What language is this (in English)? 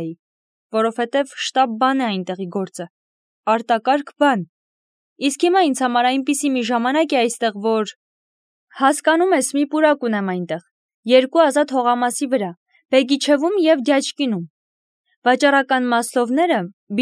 Armenian